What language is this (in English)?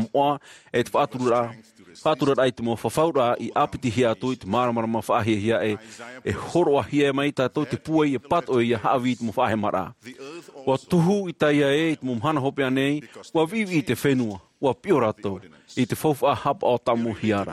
Tahitian